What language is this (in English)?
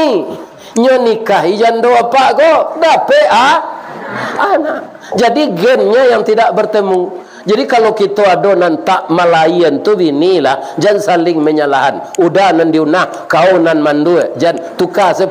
Minangkabau